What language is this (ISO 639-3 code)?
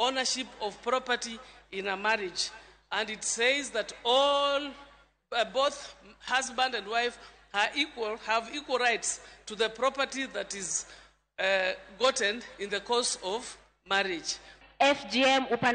luo